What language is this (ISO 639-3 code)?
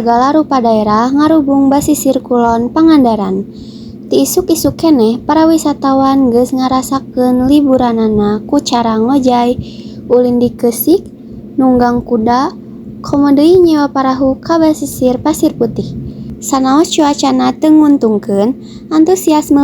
sun